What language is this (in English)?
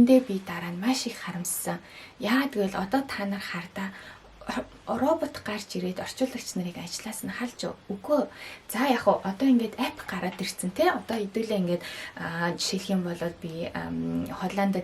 Mongolian